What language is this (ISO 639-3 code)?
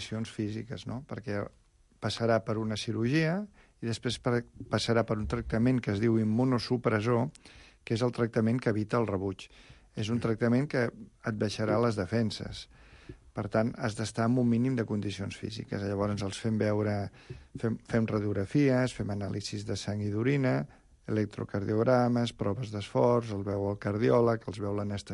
cat